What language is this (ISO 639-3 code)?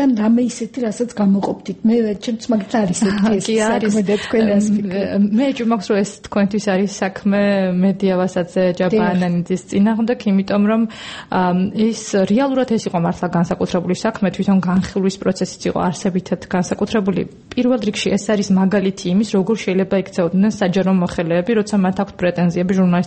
kat